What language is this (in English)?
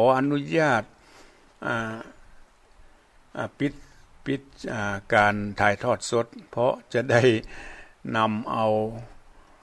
Thai